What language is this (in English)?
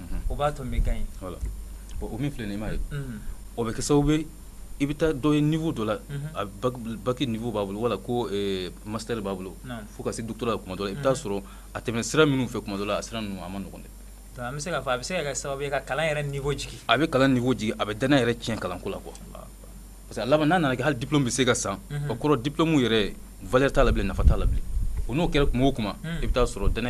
Bambara